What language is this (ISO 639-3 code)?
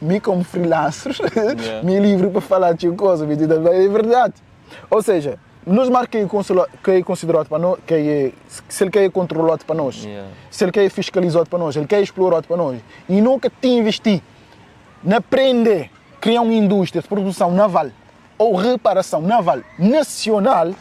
kea